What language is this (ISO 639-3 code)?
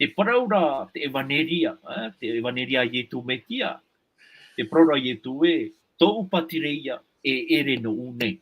tah